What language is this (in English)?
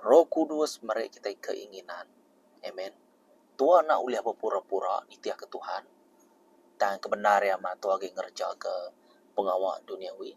Iban